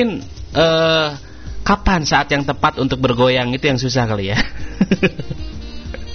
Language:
Indonesian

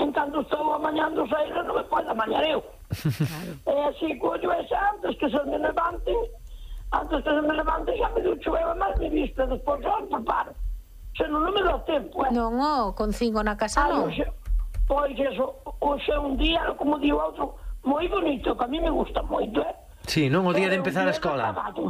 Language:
Galician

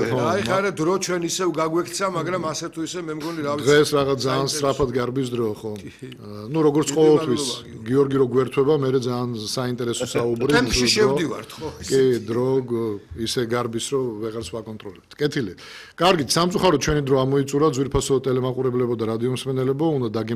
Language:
Georgian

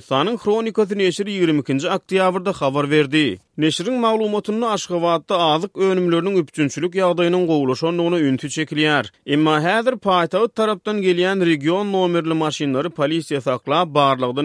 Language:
Turkmen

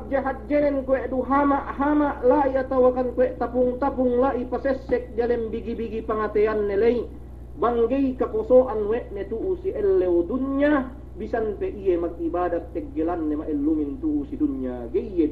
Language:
Yakan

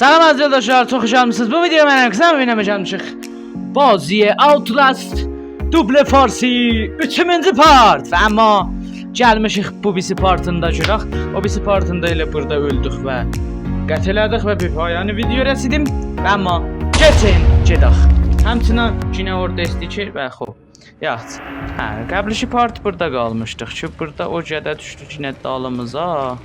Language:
South Azerbaijani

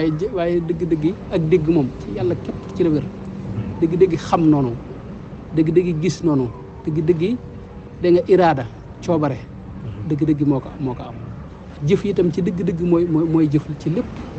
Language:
Wolof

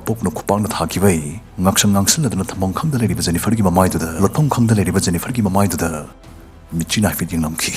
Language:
Manipuri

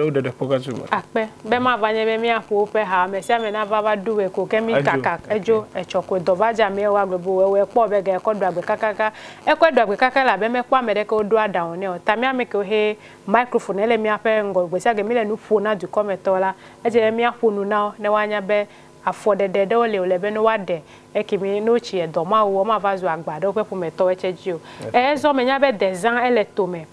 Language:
Ewe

